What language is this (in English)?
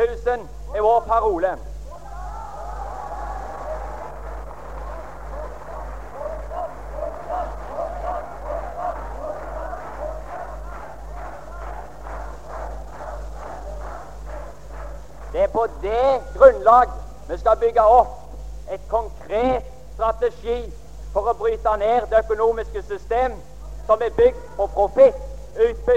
Norwegian